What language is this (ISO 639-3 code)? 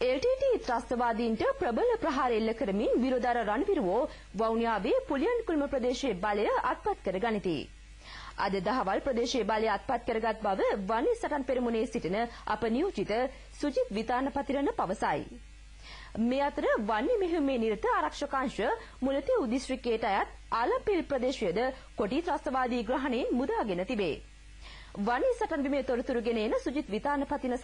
sin